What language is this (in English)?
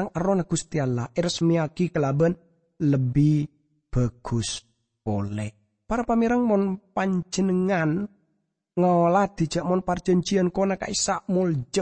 Madurese